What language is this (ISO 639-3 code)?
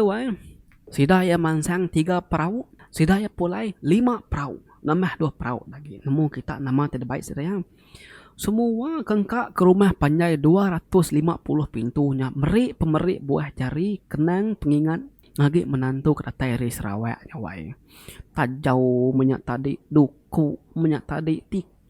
iba